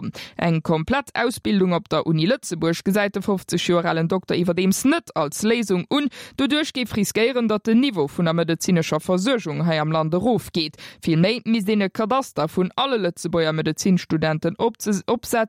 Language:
Luxembourgish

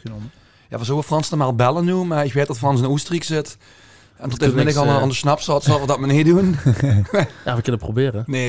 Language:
Limburgish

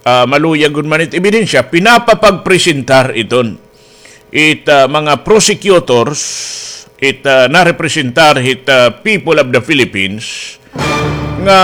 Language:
Waray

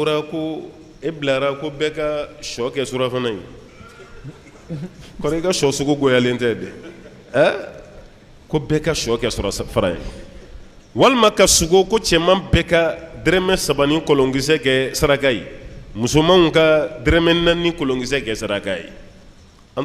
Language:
Bambara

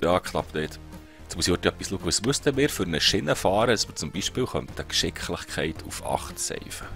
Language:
Swiss German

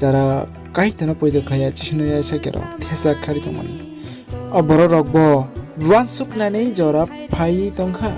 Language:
Kok Borok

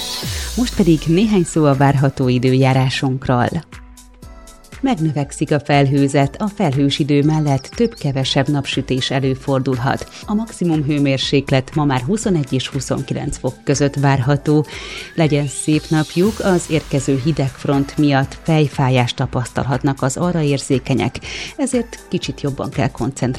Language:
Hungarian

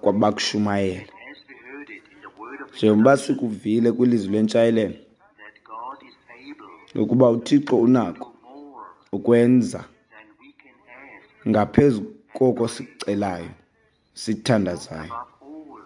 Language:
Xhosa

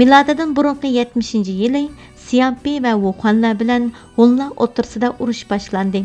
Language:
Uyghur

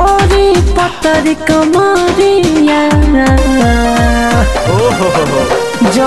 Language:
Bhojpuri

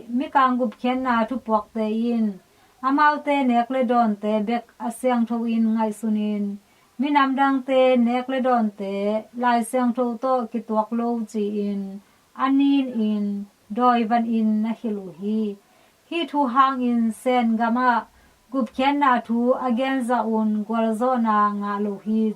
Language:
Tedim Chin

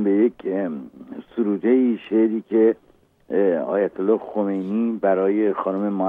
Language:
Persian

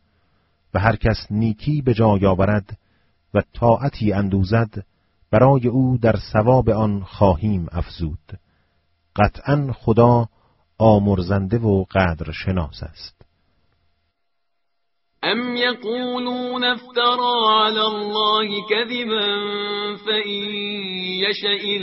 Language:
Persian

